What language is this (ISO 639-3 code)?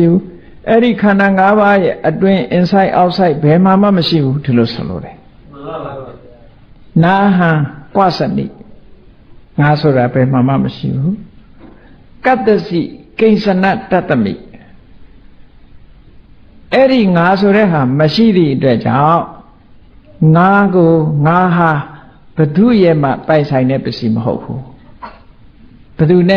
mya